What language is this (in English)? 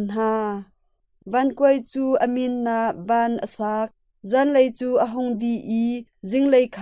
Hakha Chin